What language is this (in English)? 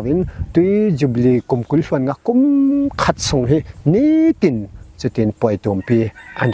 Falam Chin